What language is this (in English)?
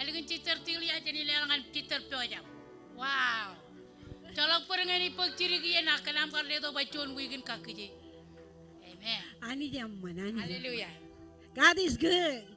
Marshallese